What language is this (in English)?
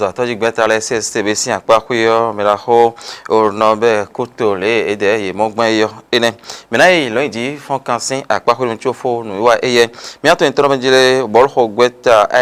Fon